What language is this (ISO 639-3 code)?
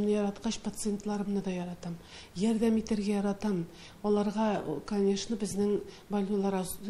tat